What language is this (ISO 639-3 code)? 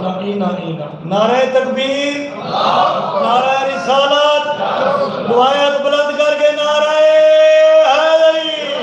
skr